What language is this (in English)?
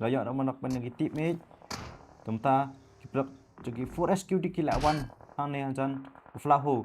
Khasi